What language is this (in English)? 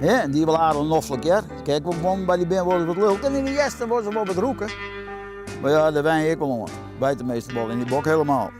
Western Frisian